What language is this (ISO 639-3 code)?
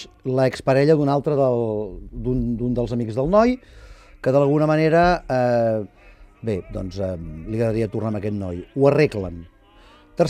cat